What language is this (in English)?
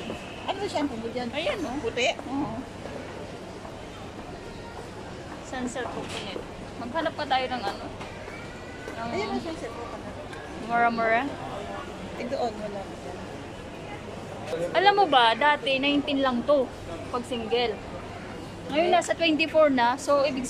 Filipino